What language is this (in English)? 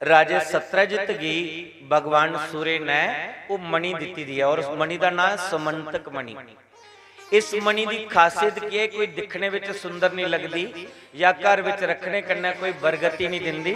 Dogri